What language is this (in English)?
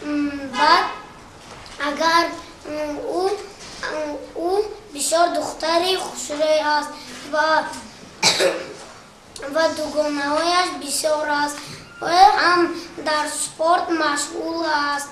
Tajik